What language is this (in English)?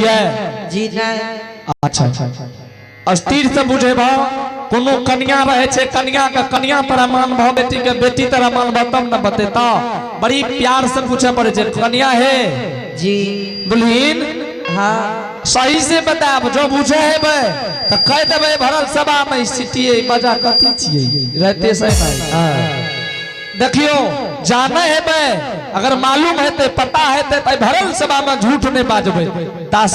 Angika